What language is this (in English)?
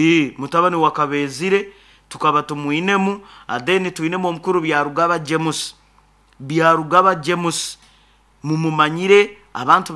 Nyoro